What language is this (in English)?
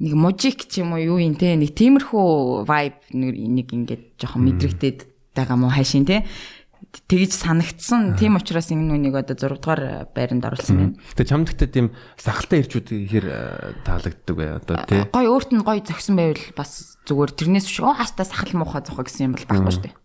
Mongolian